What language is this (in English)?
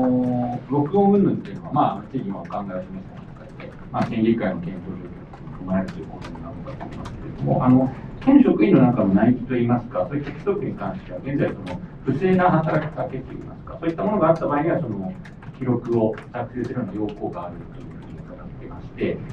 Japanese